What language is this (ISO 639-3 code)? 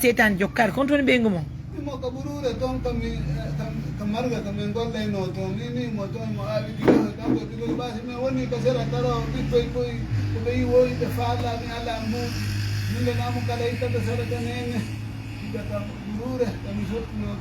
ful